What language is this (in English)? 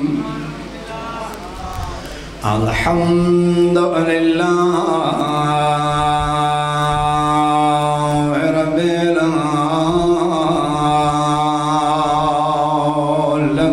Western Panjabi